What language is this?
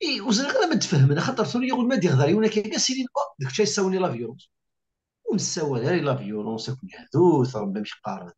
Kabyle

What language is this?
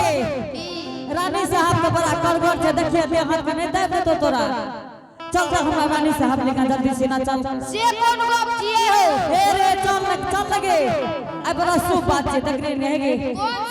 Angika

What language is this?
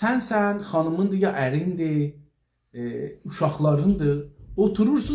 South Azerbaijani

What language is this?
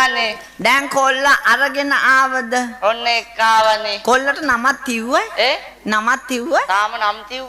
Sinhala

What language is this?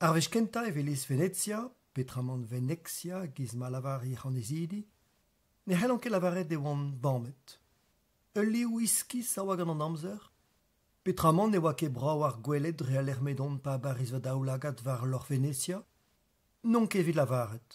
Breton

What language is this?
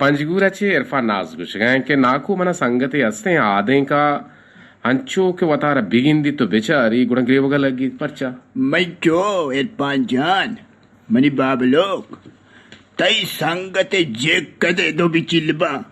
Eastern Balochi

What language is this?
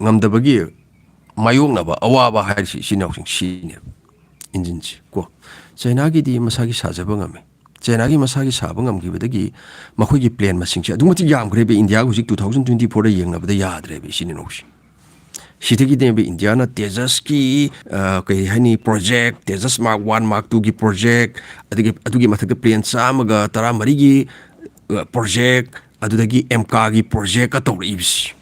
Manipuri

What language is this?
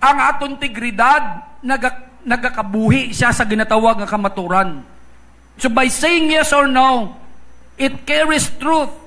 Hiligaynon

